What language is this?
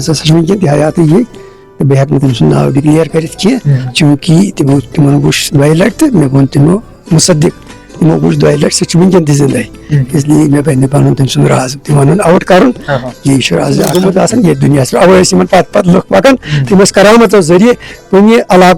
Kashmiri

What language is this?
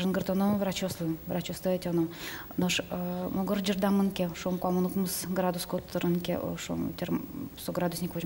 Udmurt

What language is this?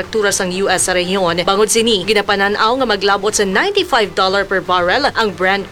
Hiligaynon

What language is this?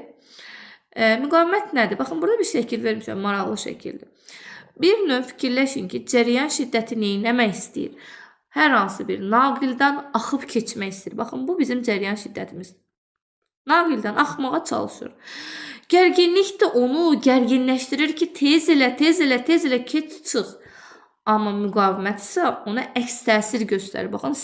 Azerbaijani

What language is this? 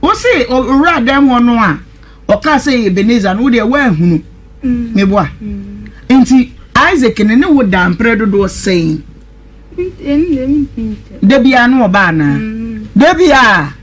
Akan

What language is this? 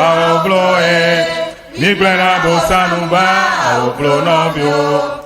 Ewe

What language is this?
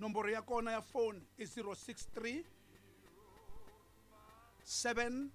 Tsonga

